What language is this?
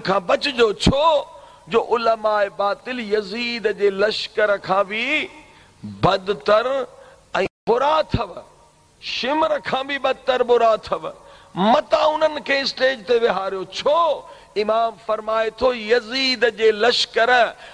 Sindhi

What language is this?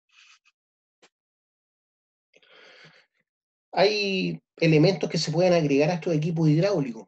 Spanish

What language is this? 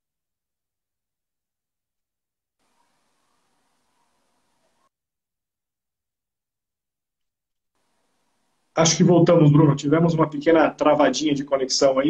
Portuguese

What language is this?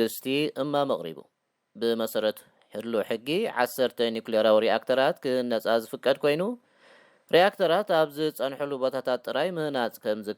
Tigrinya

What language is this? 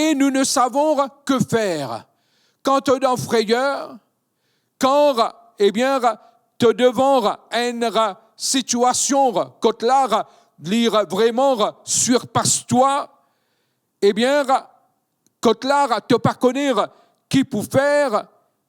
Morisyen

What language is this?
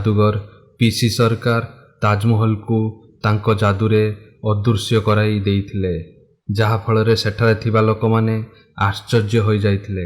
Odia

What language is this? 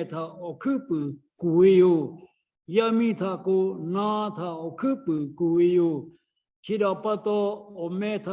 Lahu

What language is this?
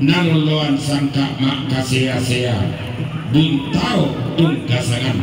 Toraja-Sa'dan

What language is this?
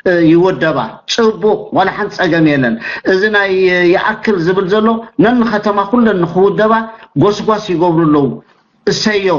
Tigrinya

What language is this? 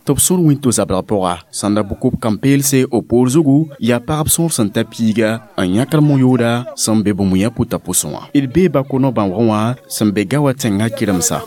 Mossi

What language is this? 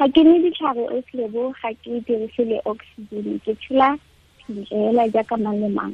Tswana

